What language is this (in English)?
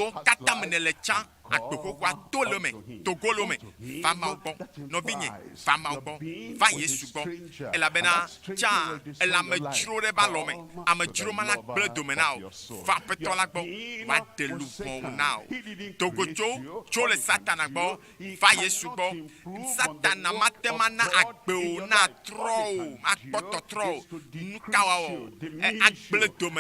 Ewe